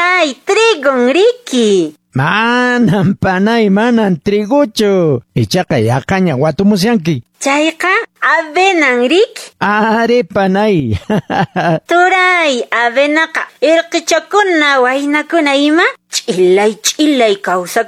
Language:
Quechua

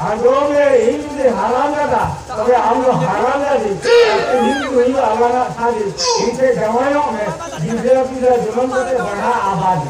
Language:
Santali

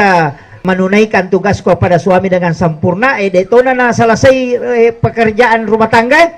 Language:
Buginese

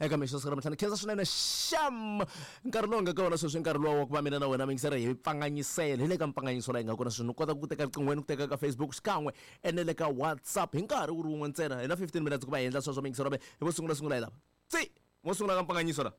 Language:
Tsonga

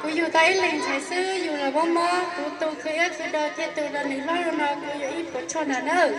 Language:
Hmong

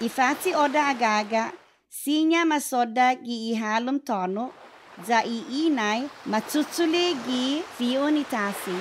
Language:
Chamorro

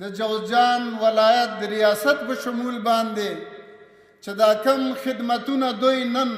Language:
Pashto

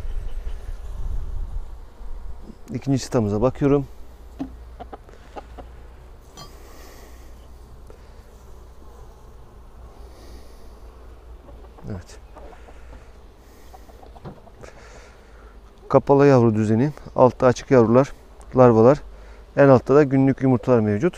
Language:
Turkish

